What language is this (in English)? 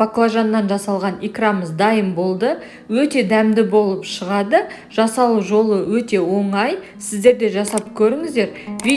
Kazakh